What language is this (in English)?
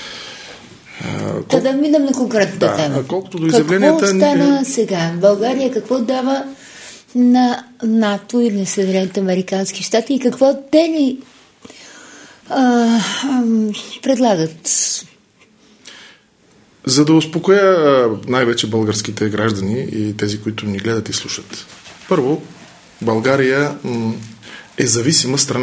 Bulgarian